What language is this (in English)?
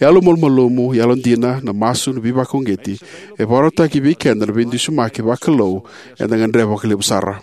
Fijian